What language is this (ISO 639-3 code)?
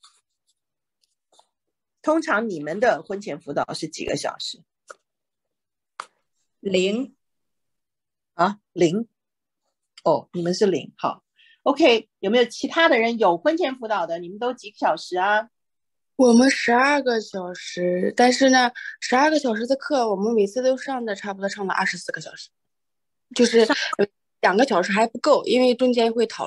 zho